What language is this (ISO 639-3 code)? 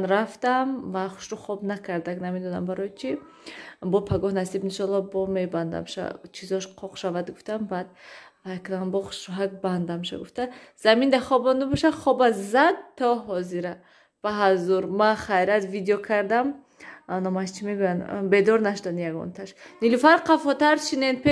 tgk